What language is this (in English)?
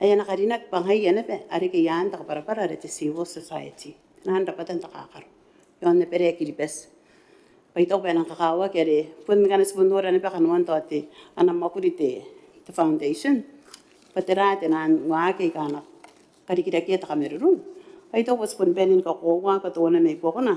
Gilbertese